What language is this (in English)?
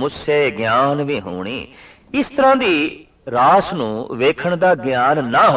Punjabi